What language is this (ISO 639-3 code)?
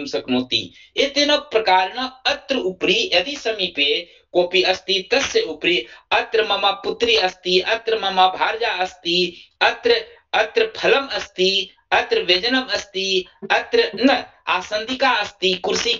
san